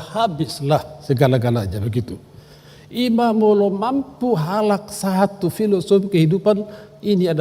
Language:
Batak Toba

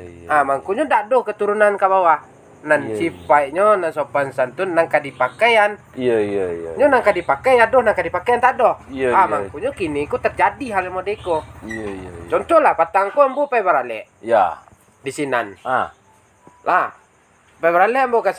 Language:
Minangkabau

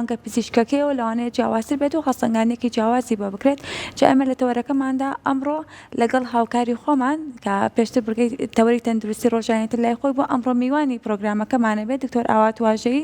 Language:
Central Kurdish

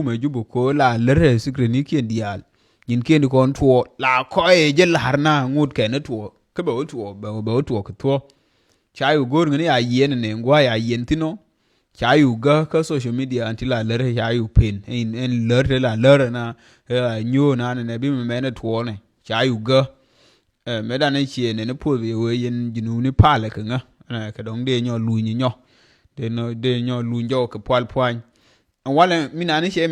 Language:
Nuer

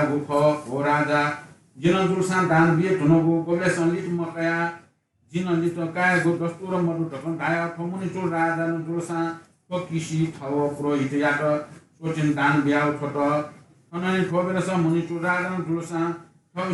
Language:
Newari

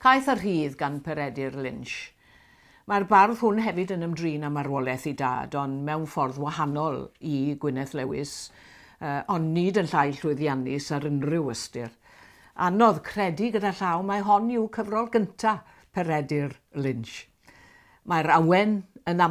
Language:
Welsh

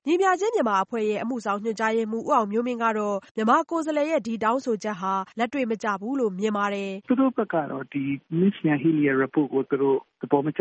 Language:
Burmese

